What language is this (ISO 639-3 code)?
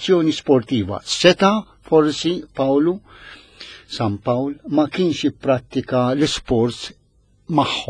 mlt